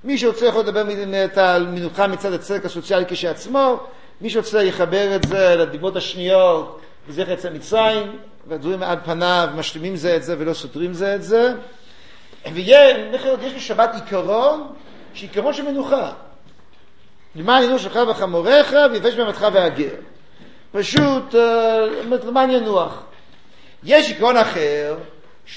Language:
Hebrew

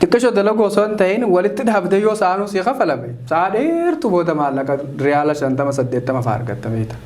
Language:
Oromo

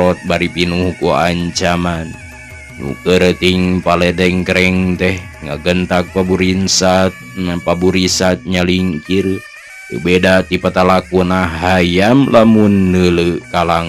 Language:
Sundanese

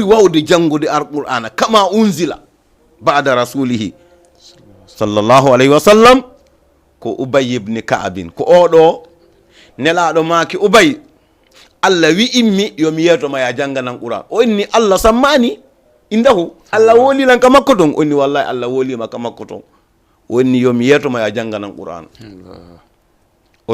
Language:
Fula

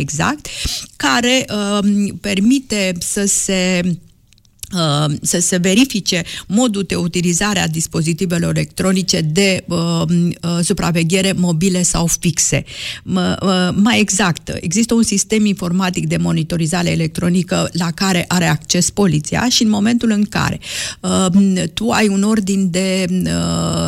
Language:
Romanian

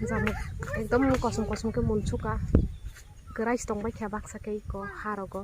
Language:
Kok Borok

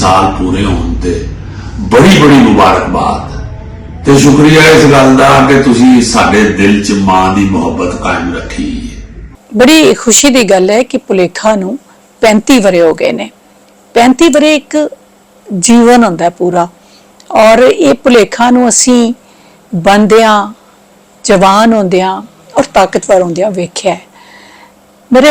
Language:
Western Panjabi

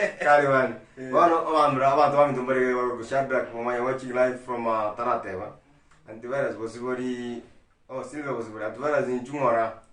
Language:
Gusii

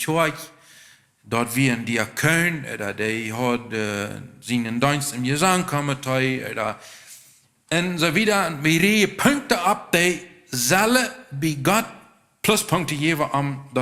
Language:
Plautdietsch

